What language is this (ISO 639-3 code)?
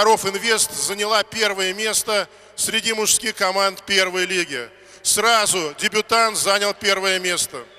rus